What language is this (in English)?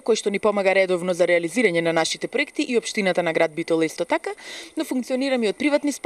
Macedonian